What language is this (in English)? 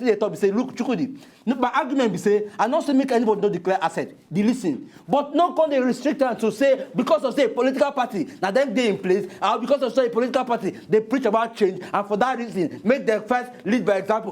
Nigerian Pidgin